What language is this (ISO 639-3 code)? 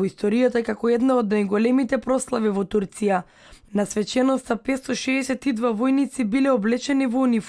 mkd